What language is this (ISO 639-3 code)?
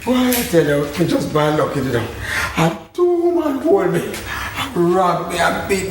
jam